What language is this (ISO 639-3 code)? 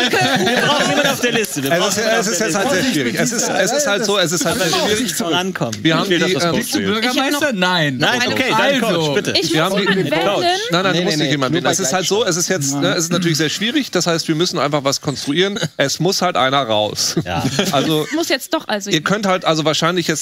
deu